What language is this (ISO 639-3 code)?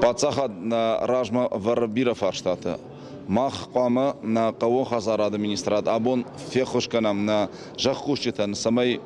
oss